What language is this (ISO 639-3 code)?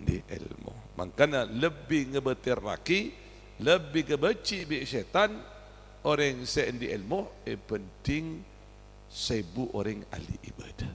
mad